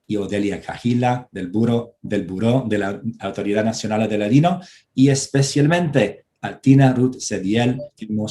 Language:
Ladino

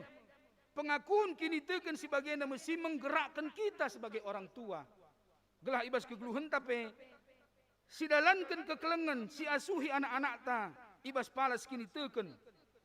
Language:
Batak Karo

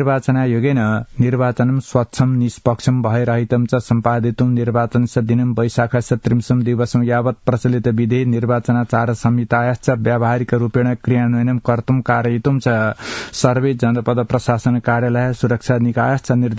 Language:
Sanskrit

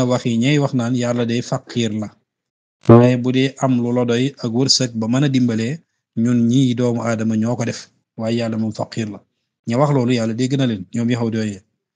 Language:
Wolof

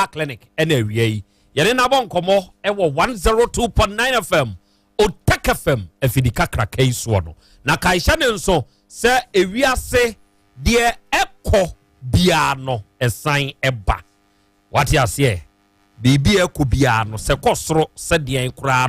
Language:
Akan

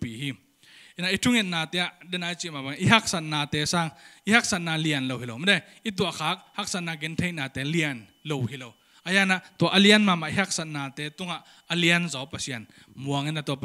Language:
Tedim Chin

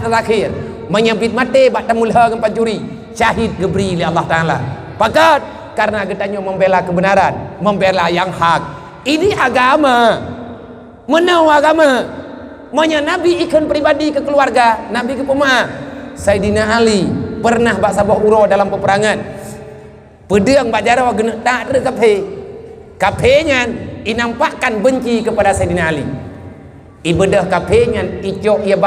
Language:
Achinese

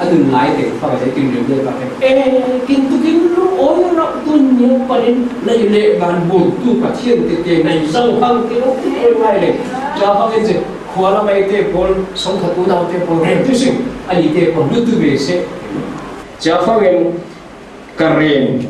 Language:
Falam Chin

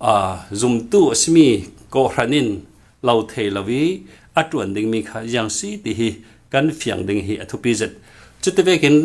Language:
Falam Chin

